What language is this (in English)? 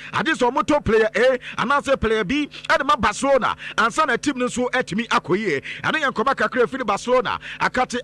Akan